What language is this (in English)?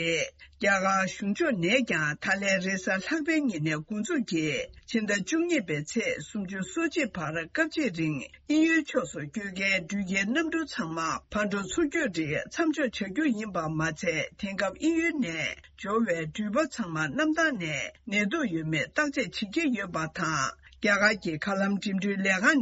Tibetan